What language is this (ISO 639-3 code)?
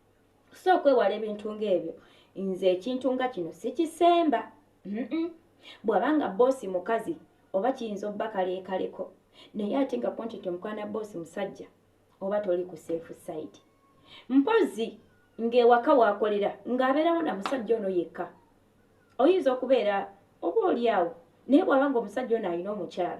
lug